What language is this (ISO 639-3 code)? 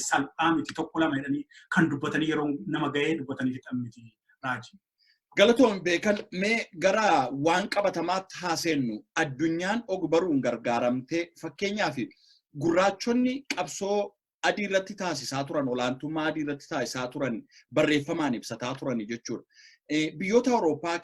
orm